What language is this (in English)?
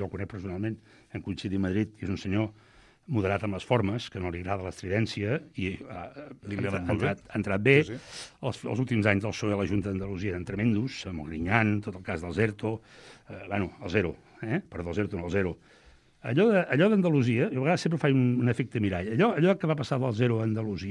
Catalan